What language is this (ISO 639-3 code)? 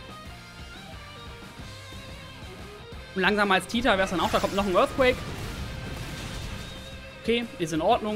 deu